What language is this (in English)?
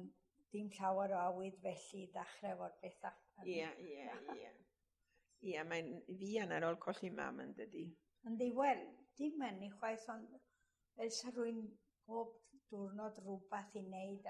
Welsh